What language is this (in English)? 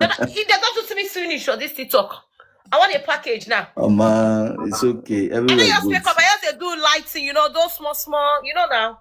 Nigerian Pidgin